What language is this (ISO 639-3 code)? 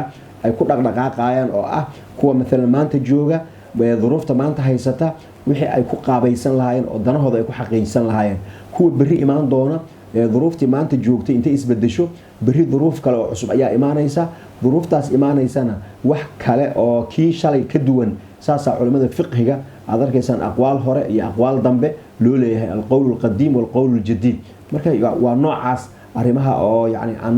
som